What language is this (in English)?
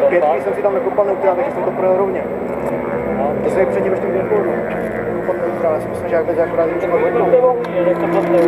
Czech